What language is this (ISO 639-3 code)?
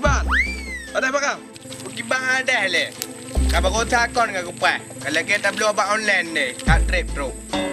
ace